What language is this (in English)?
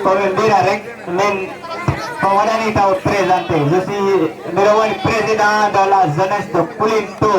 Fula